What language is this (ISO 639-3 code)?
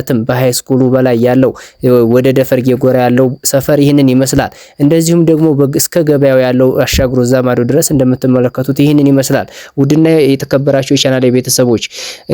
amh